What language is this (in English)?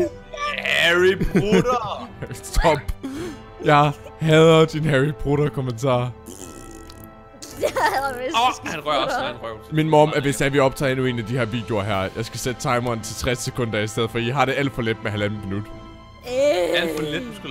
Danish